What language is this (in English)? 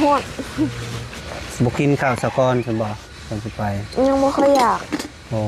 Lao